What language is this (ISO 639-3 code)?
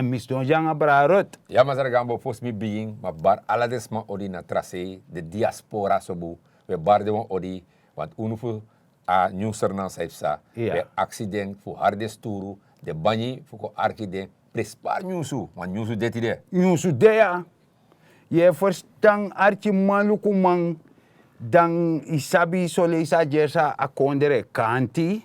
srn